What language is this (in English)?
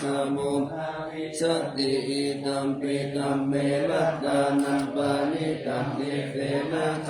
Pali